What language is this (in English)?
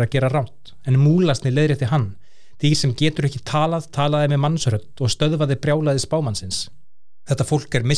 Icelandic